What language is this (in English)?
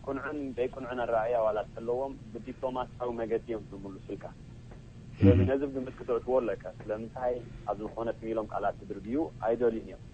Tigrinya